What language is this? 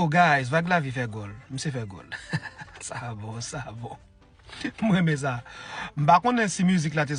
Haitian Creole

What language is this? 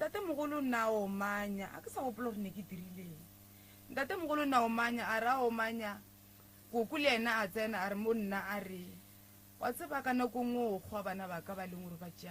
Northern Sotho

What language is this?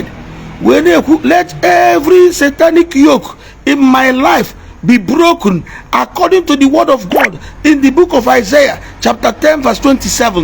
Igbo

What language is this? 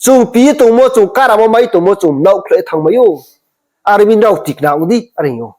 Riang (India)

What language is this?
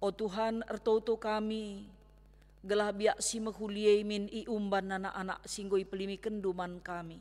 Batak Karo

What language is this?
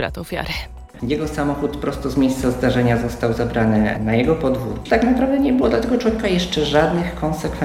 Polish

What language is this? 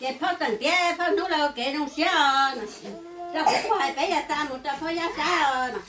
Hmong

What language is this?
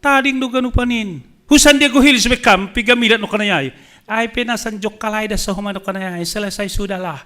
Batak Simalungun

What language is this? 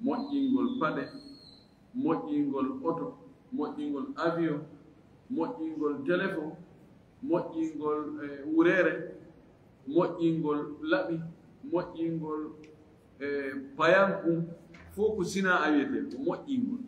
Fula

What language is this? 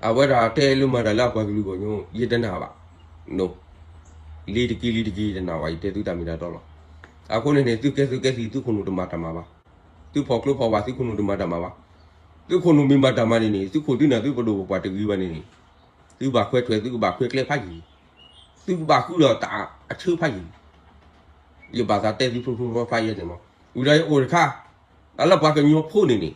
S'gaw Karen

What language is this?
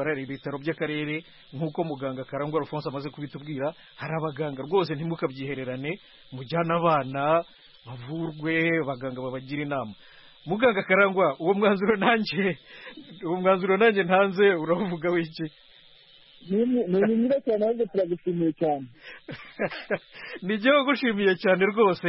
Kinyarwanda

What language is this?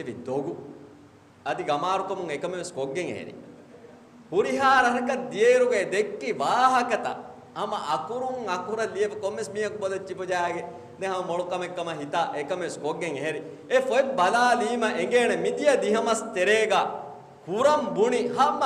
Divehi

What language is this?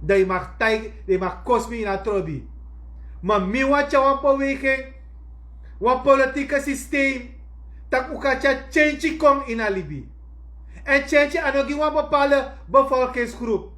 Sranan Tongo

